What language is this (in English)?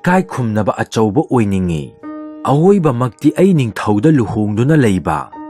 Manipuri